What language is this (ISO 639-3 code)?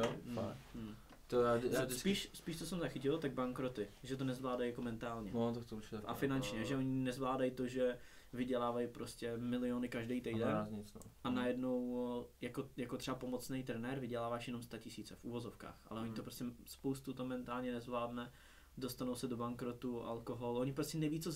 ces